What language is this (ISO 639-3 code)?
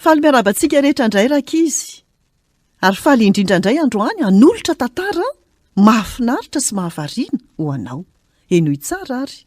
mlg